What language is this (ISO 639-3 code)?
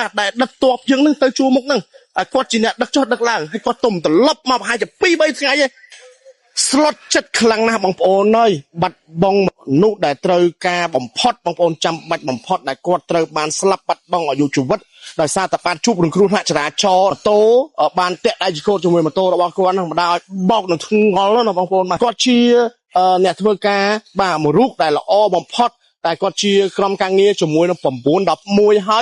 khm